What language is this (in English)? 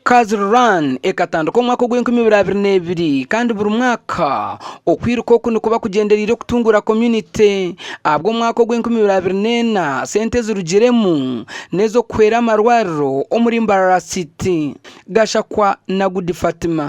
Nyankole